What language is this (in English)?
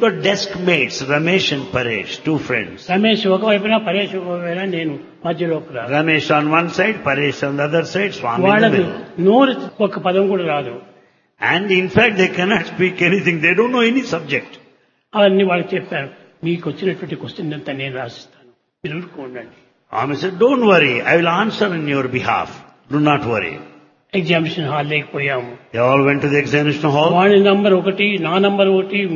Telugu